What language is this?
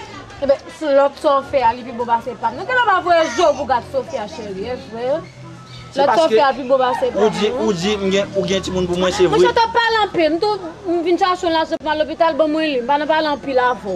Haitian Creole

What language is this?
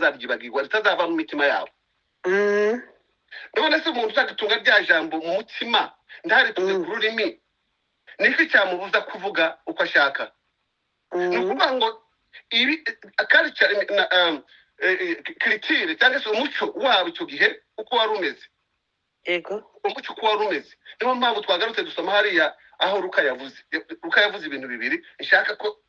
Kinyarwanda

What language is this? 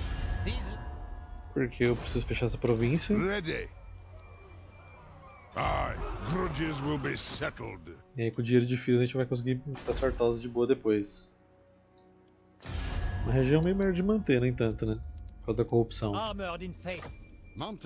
Portuguese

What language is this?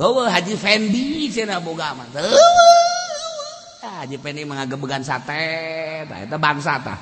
Sundanese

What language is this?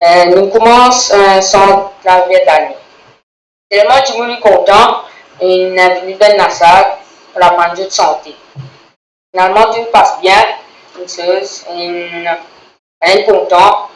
Morisyen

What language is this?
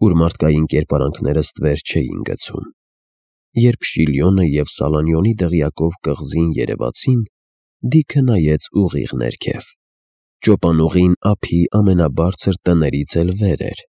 Armenian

